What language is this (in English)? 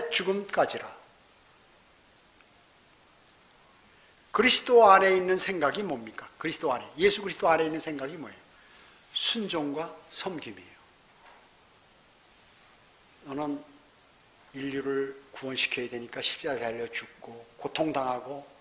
Korean